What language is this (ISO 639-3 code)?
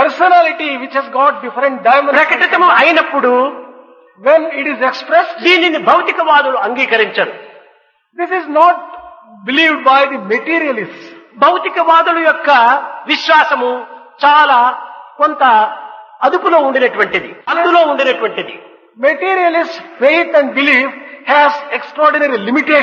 tel